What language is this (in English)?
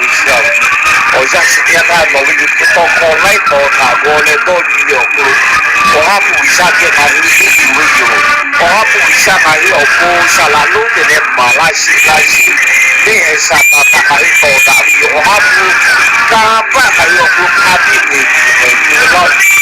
Lahu